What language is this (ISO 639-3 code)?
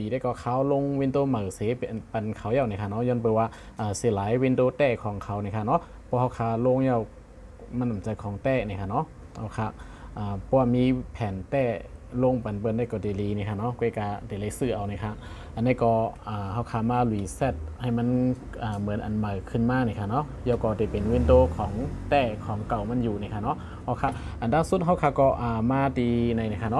shn